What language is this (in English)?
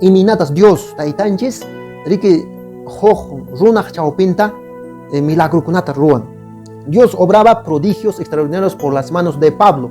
Quechua